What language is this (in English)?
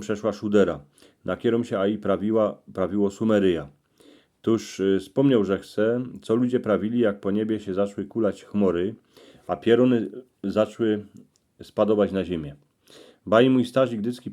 Silesian